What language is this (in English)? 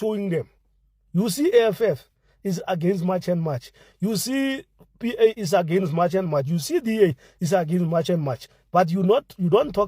English